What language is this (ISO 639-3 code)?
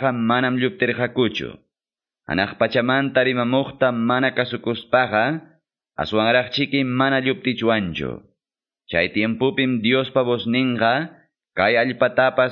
que